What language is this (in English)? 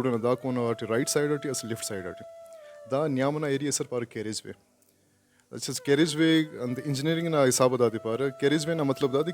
Brahui